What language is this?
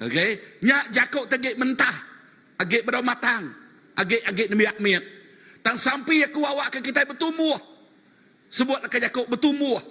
Iban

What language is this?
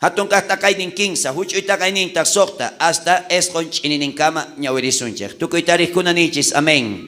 South Bolivian Quechua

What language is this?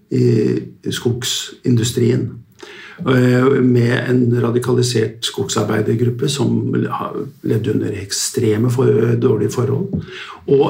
Norwegian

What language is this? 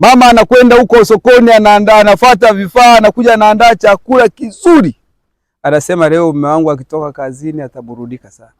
Swahili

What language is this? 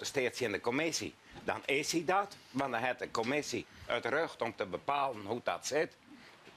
Western Frisian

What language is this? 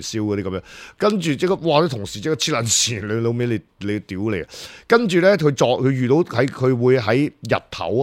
Cantonese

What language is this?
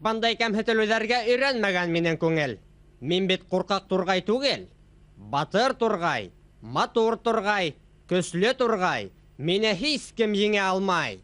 Bashkir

